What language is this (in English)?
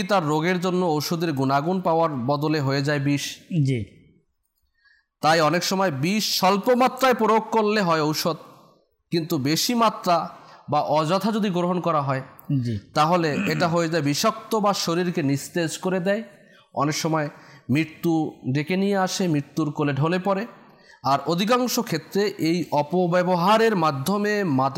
Bangla